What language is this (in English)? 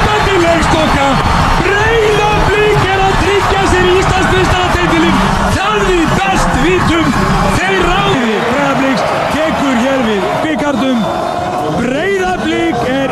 Icelandic